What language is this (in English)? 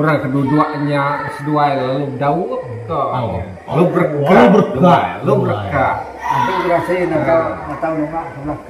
Iban